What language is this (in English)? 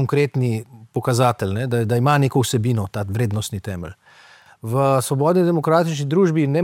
Slovenian